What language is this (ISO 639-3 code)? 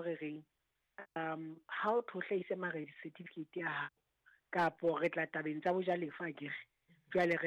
sot